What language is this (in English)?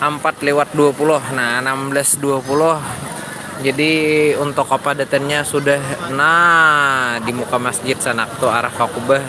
Banjar